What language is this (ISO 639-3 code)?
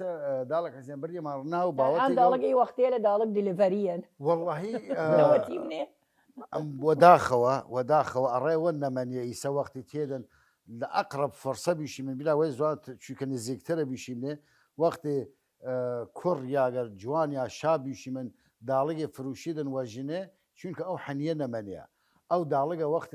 sdh